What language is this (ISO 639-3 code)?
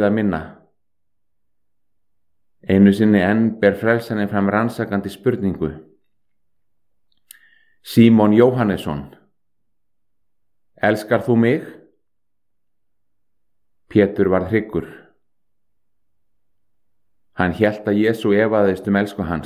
isl